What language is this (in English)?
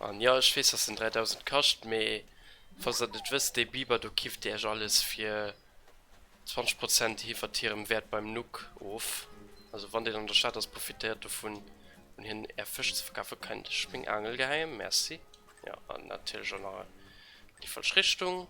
Luxembourgish